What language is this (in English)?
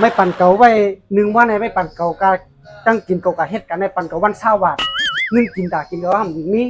Shan